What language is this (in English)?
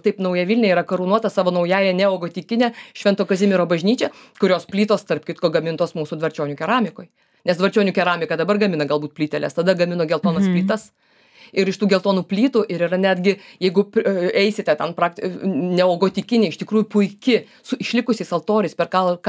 Lithuanian